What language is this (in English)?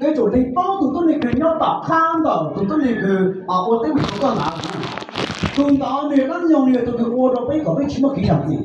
Hmong